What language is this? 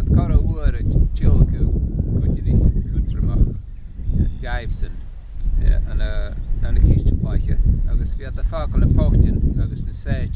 Scottish Gaelic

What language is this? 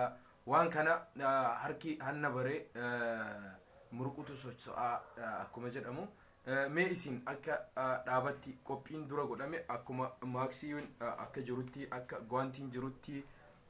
Oromo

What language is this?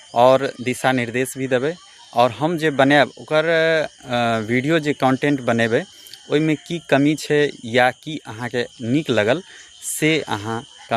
Maithili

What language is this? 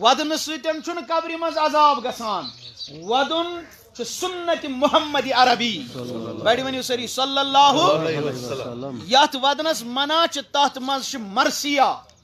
Kashmiri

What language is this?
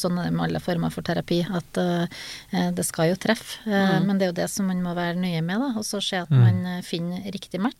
Norwegian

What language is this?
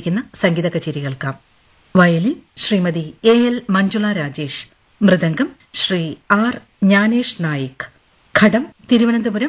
Malayalam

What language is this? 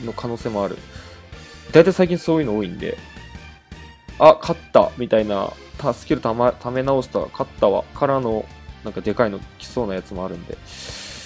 Japanese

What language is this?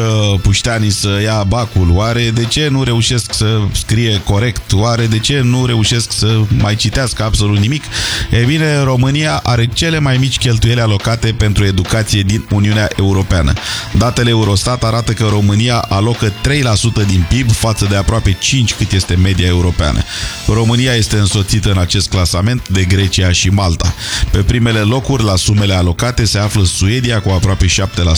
Romanian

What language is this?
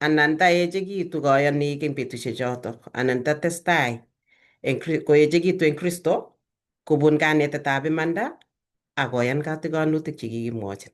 Kalenjin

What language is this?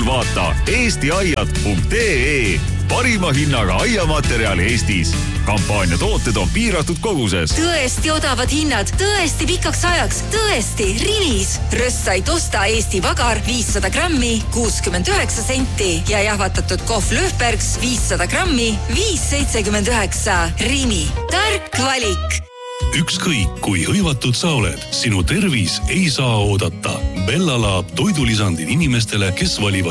Estonian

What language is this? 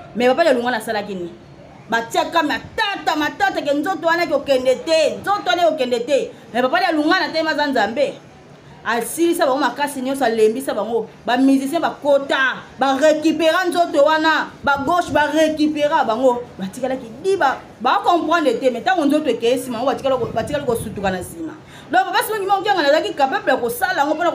Lingala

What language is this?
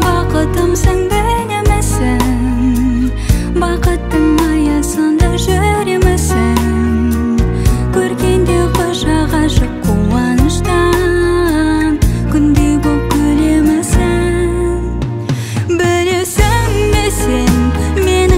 Kazakh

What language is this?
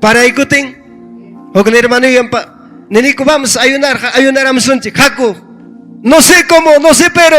Ayacucho Quechua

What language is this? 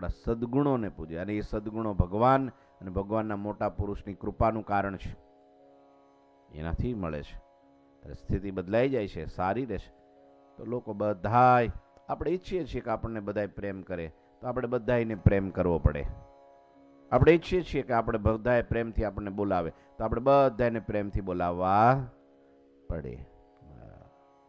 Gujarati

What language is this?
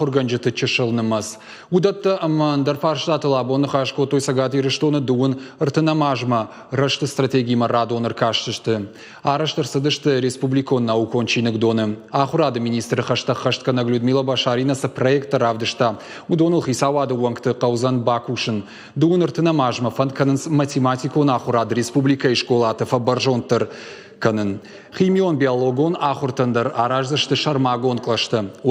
Ossetic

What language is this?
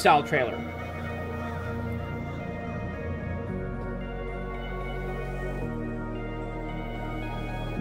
English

